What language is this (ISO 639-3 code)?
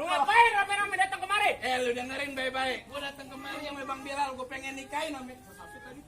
bew